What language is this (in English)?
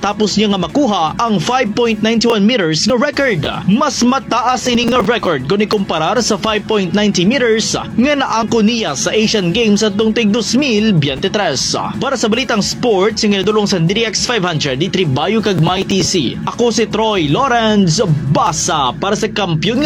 Hiligaynon